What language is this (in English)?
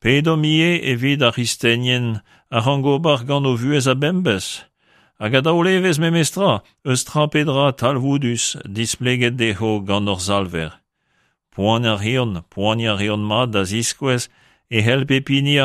Breton